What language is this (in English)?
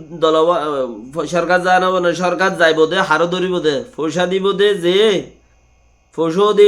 Rohingya